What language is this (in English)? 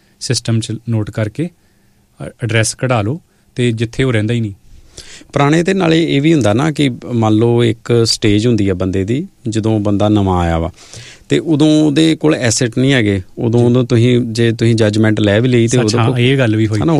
Punjabi